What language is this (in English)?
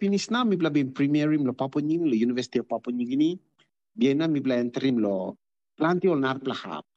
Tok Pisin